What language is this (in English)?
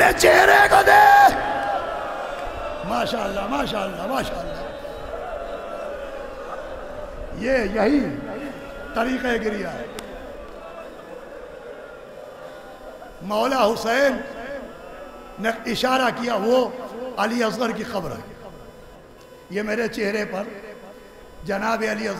Urdu